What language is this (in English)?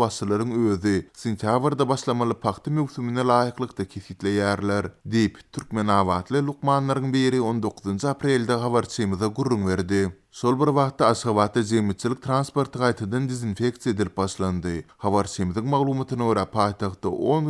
Turkmen